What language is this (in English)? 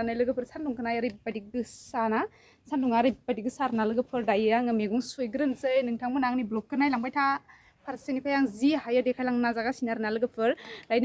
Bodo